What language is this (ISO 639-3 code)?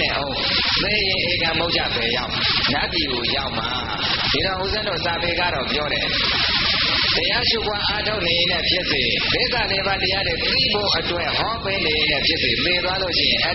mya